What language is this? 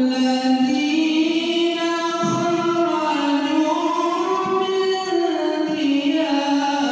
Achinese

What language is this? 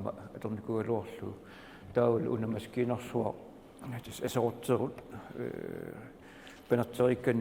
Kalaallisut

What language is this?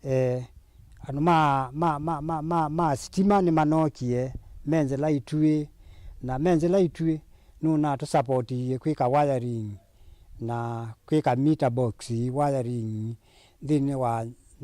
Kamba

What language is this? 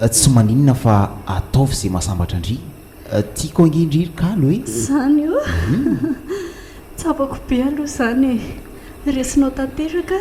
Malagasy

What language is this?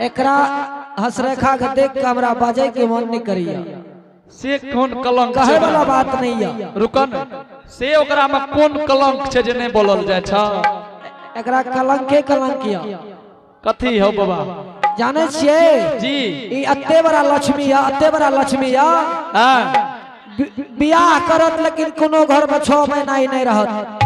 Angika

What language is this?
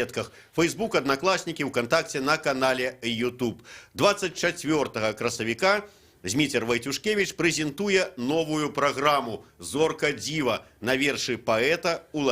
Belarusian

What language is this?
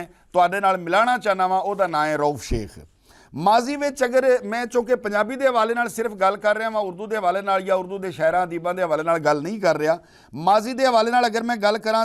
Western Panjabi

